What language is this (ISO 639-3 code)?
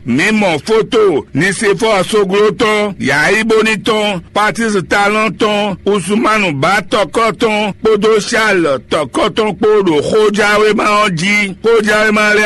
fon